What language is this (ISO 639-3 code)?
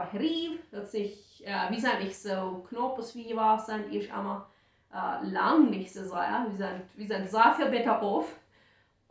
pdt